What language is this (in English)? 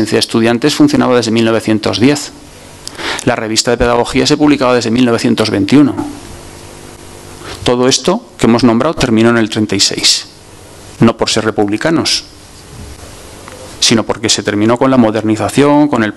Spanish